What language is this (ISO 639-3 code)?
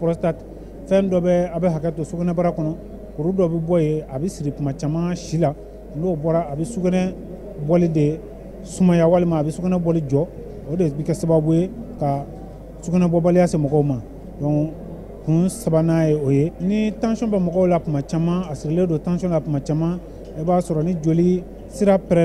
bam